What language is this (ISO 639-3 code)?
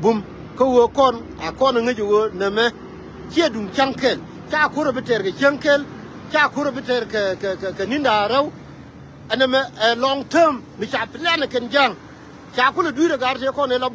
nus